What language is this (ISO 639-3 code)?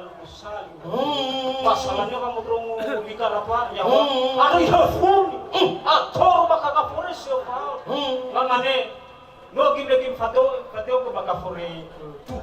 nia